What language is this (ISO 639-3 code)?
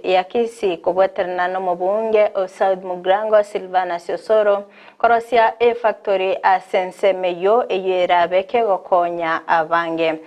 guz